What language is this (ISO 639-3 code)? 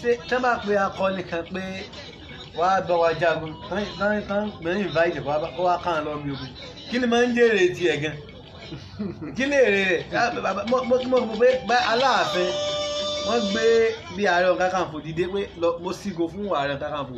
yor